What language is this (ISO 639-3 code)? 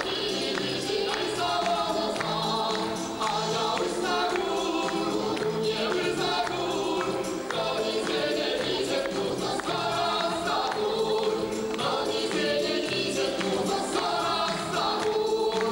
chv